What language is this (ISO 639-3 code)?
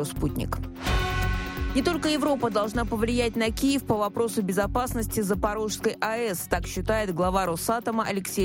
rus